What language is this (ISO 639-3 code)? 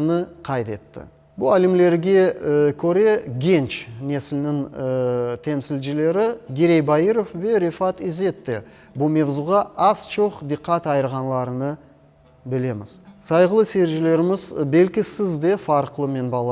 crh